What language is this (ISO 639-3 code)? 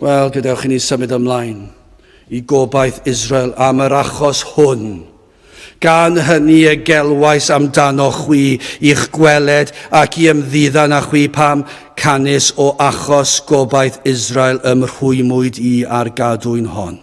cym